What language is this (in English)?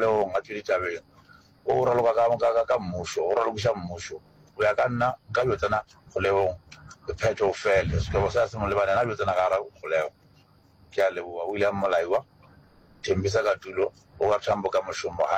Northern Sotho